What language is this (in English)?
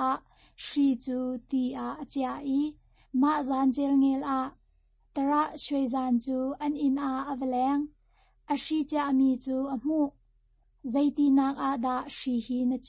Hakha Chin